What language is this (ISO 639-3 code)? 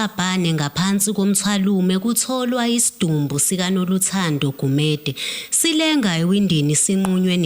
zul